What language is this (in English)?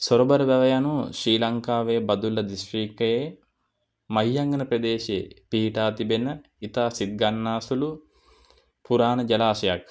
Sinhala